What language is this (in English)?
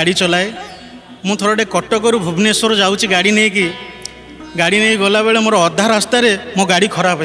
Odia